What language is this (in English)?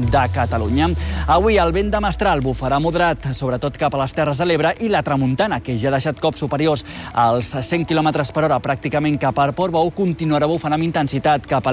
Catalan